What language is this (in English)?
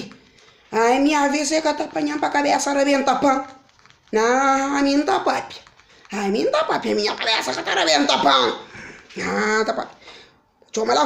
Kabuverdianu